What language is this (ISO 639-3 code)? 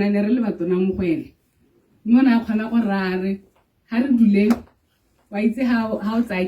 tsn